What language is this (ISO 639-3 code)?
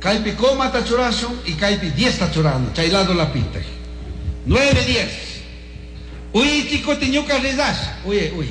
qug